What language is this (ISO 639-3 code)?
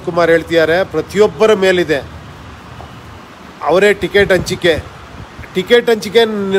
kan